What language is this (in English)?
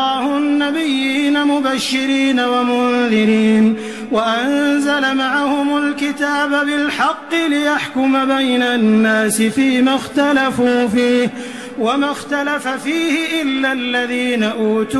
Arabic